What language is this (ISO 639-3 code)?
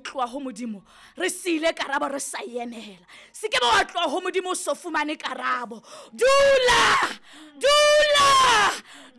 sot